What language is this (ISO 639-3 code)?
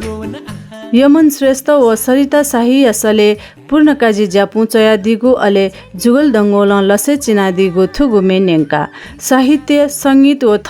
new